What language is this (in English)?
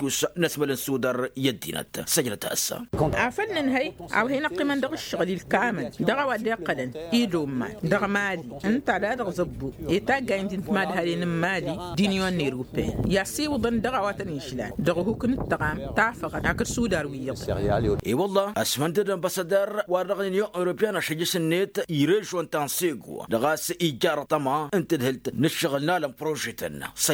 Tamasheq